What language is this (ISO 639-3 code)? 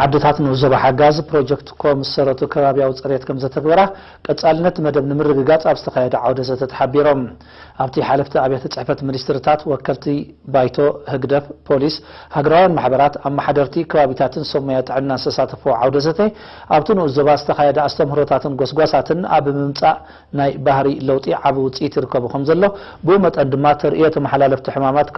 tir